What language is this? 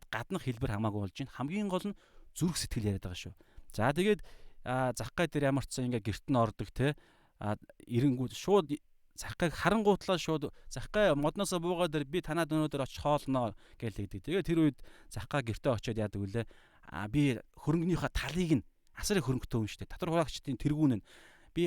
Mongolian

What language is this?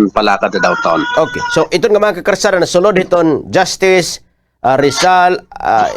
Waray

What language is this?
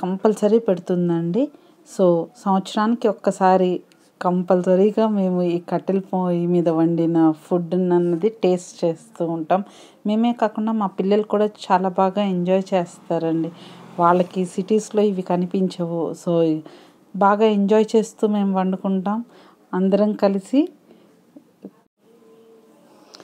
Telugu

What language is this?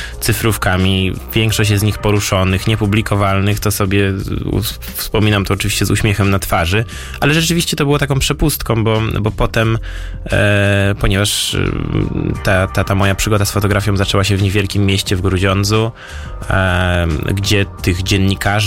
Polish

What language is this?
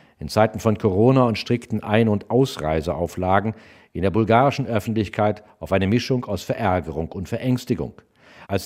German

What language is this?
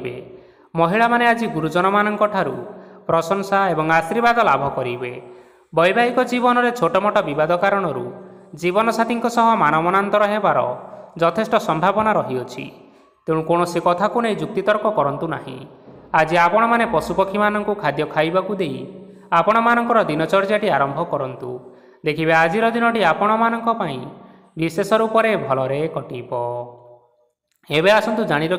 Odia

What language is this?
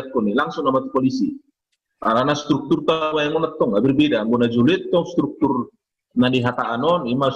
Batak Toba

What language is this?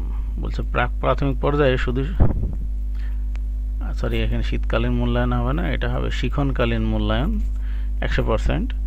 Bangla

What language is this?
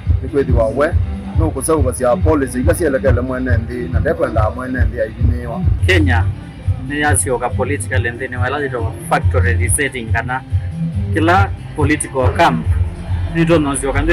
Kamba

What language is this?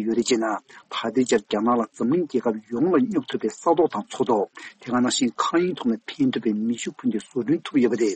Tibetan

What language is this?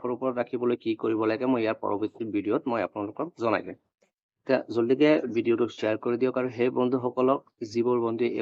Assamese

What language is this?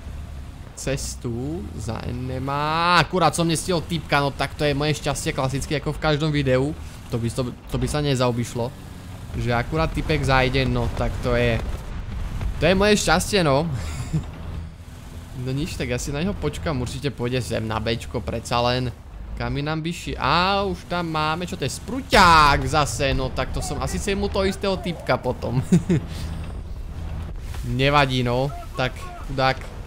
Slovak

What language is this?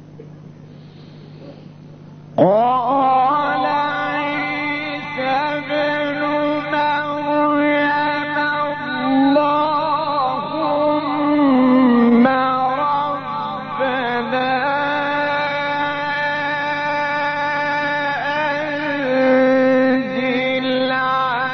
Arabic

